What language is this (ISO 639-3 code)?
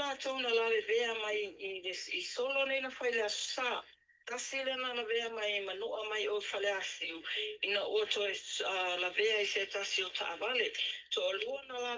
smo